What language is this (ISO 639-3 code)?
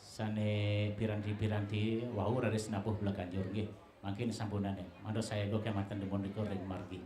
ban